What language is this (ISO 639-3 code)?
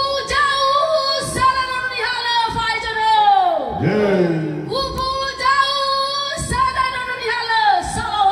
nia